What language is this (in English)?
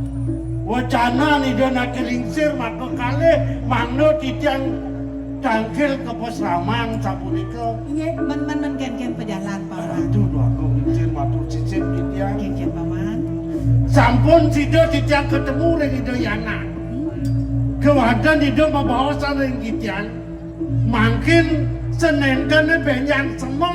Balinese